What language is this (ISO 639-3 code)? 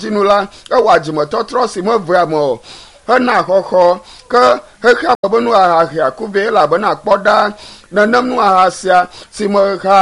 ewe